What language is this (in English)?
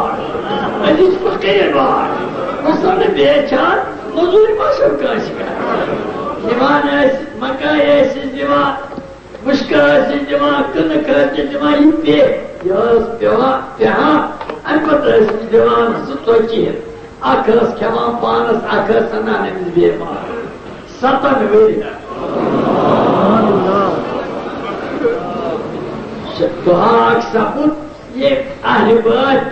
Kashmiri